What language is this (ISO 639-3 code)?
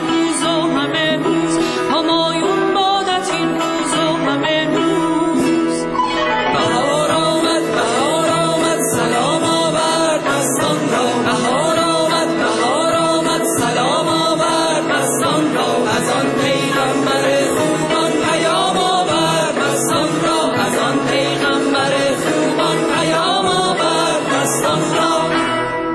fas